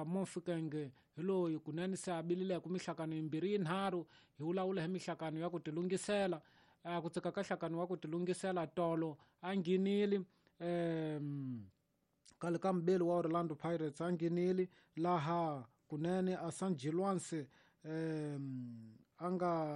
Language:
Tsonga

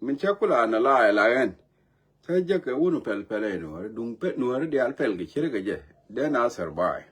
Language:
Nuer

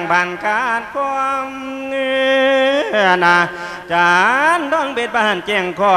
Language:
Lao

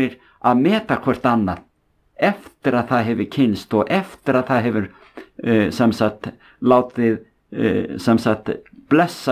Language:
Icelandic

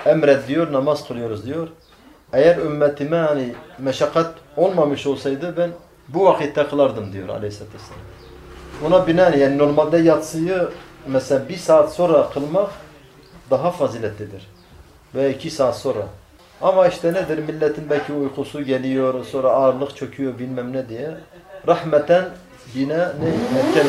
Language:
Turkish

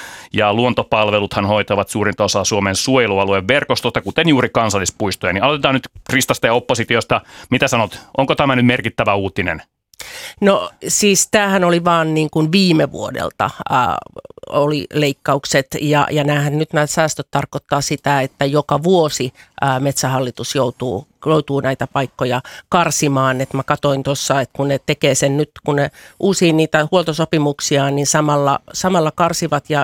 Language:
Finnish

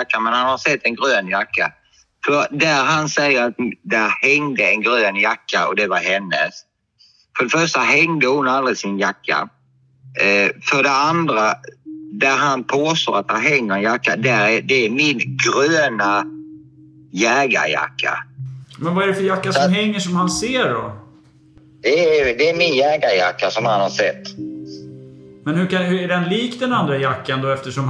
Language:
Swedish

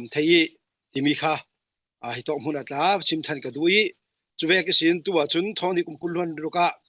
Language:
Falam Chin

